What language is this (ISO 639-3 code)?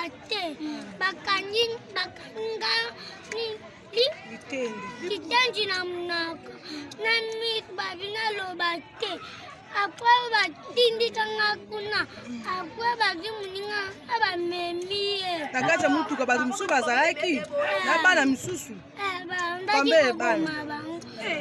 lin